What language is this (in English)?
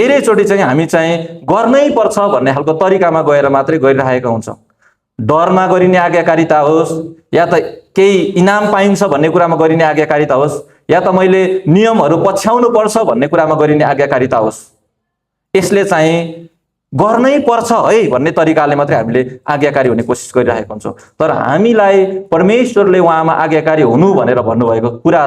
Nepali